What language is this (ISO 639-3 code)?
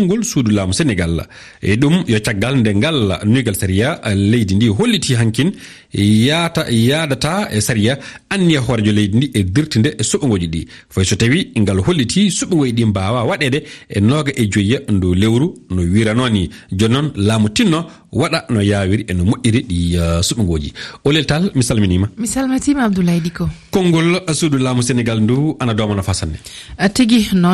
ful